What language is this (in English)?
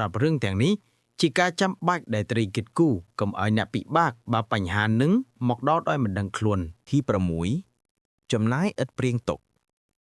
Khmer